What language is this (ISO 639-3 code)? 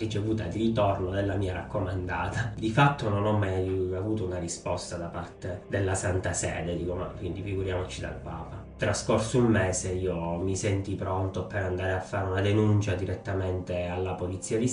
ita